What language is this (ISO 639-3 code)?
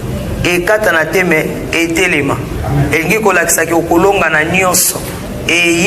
lin